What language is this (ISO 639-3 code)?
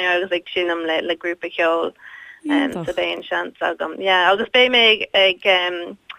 gle